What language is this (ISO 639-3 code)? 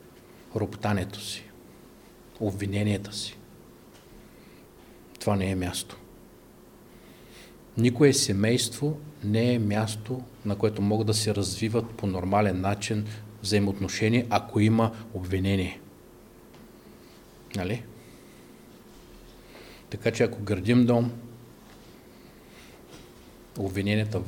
bul